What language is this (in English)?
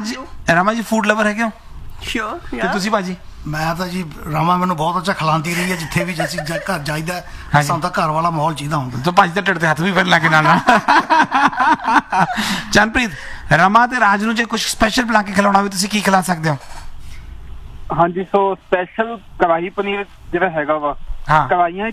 Punjabi